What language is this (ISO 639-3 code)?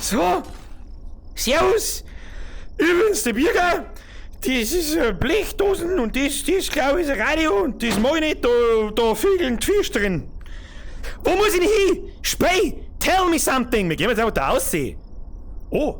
bar